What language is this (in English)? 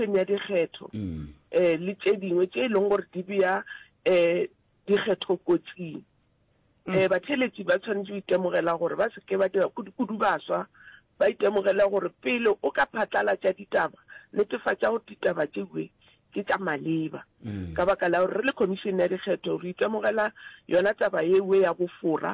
Northern Sotho